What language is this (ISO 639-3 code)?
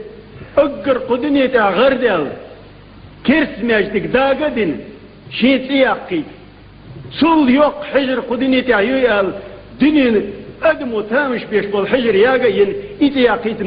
che